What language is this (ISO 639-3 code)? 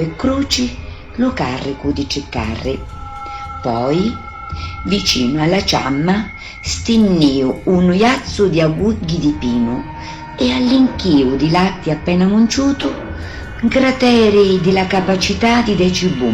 scn